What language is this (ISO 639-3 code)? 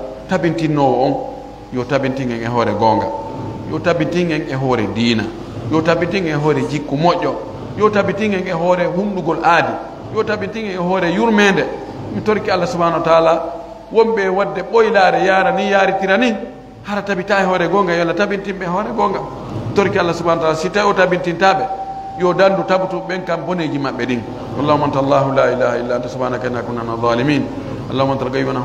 fuf